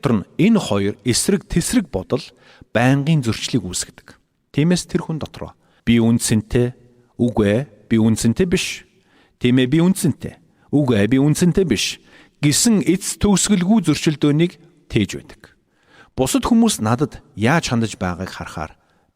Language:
Mongolian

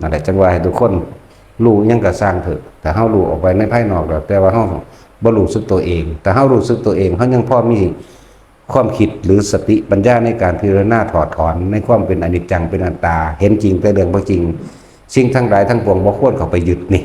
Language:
Northeastern Thai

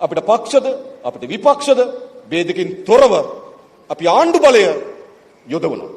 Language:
Sinhala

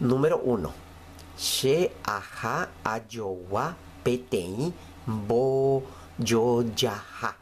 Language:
Guarani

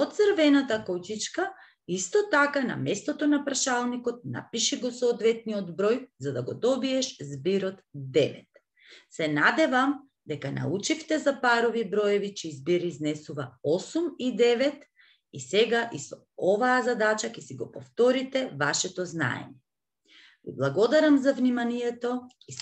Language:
Macedonian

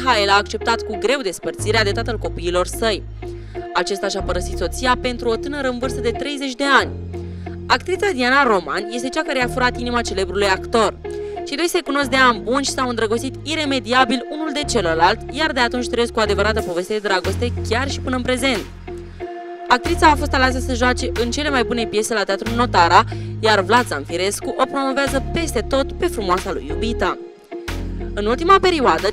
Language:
Romanian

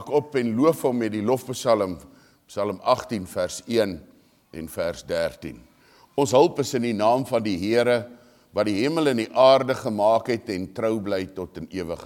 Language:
Afrikaans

